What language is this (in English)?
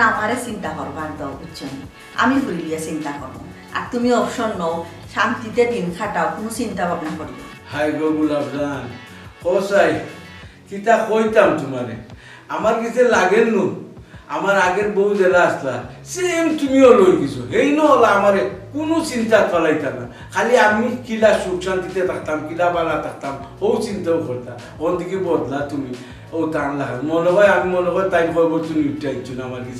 Sylheti